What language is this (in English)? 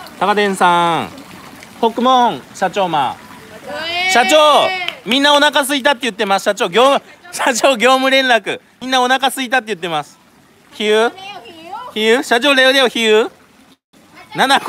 Japanese